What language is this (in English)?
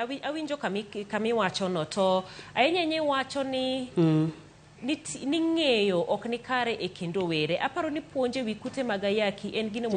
Luo (Kenya and Tanzania)